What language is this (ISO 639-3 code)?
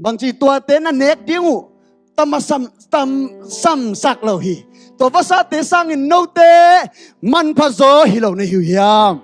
ctd